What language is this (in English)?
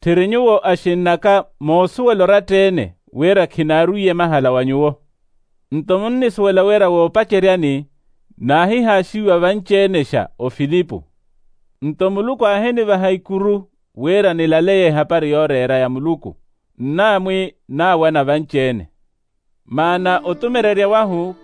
Makhuwa